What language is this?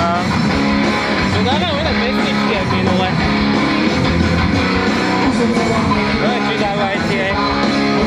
Slovak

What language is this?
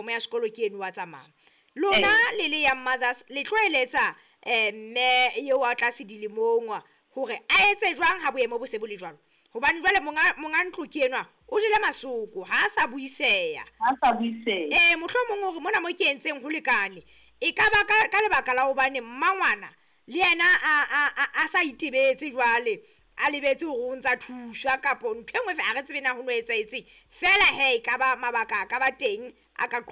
Southern Sotho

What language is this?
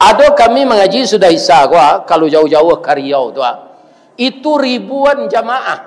Minangkabau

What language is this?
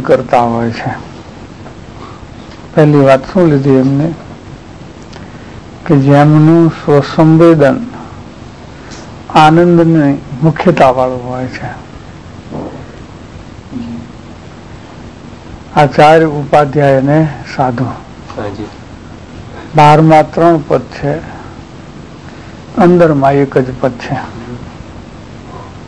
Gujarati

